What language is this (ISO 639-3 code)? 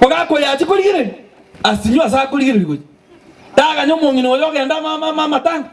guz